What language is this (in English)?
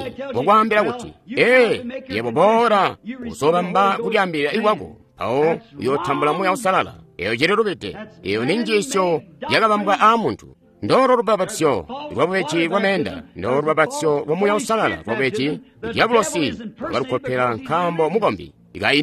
Tonga (Zambia)